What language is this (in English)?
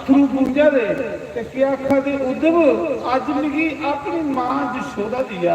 Dogri